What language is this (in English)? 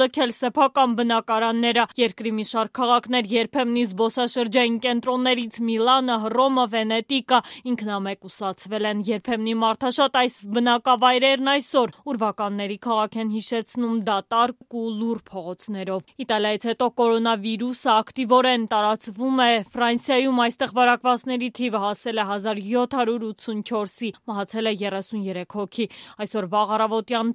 Armenian